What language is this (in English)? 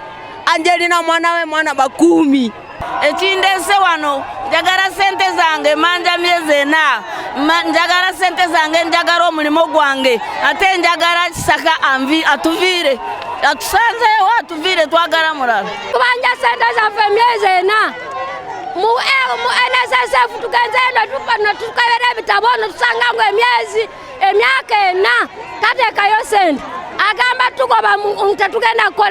Ganda